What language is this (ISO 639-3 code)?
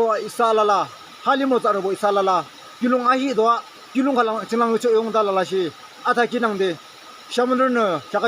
yim